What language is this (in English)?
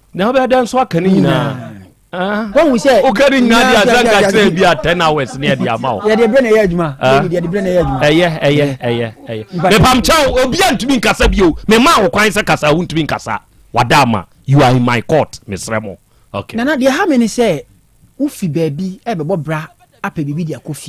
Akan